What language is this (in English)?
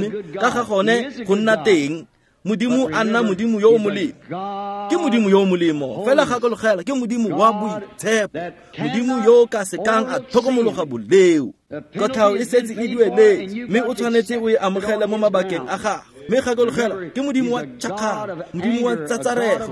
Tswana